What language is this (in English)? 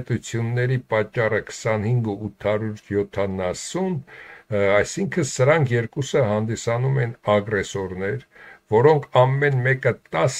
Armenian